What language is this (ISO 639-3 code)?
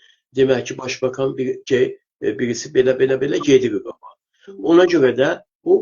azb